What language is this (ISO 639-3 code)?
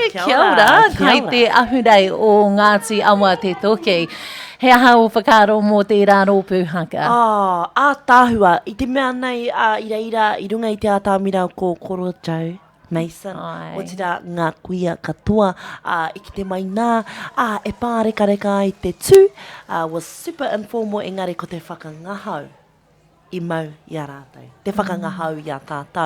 mri